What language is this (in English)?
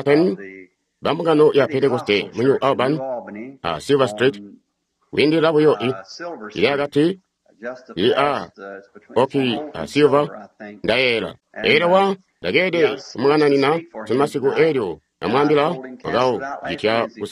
Tonga (Zambia)